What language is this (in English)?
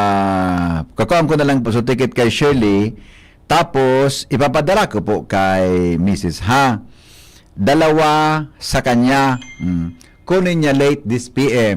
Bikol